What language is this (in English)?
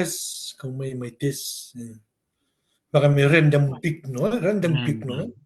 Fijian